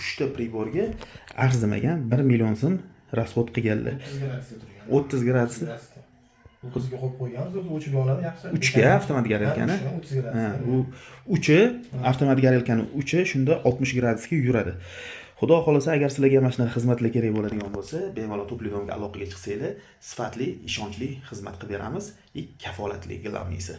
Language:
Uzbek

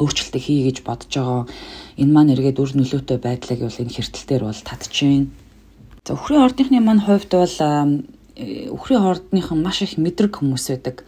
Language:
Mongolian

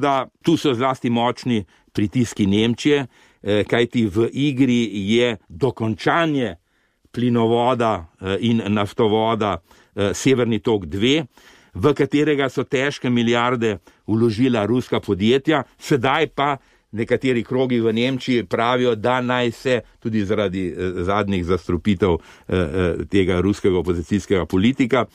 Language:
Slovenian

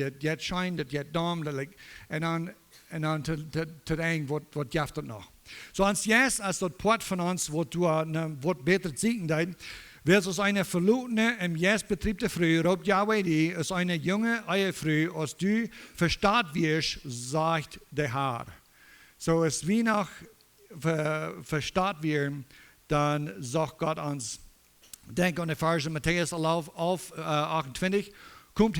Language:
Plautdietsch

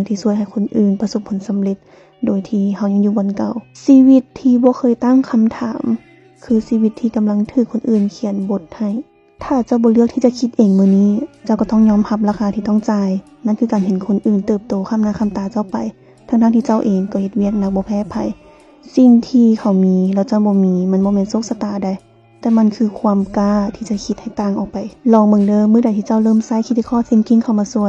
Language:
Lao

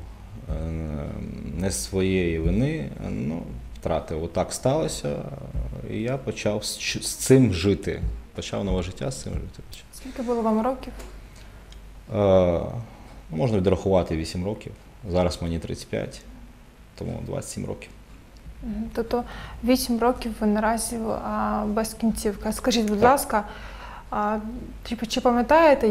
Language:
Ukrainian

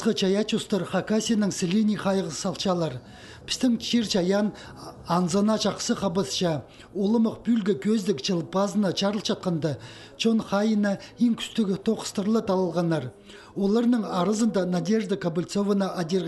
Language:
Khakas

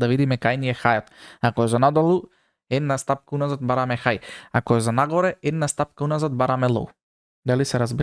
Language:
Macedonian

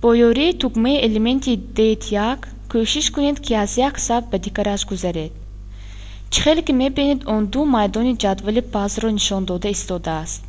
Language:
Tajik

